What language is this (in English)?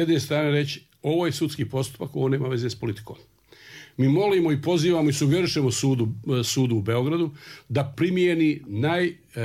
Croatian